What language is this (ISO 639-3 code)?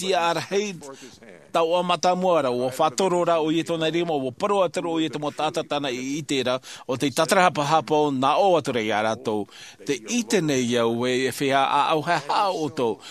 tah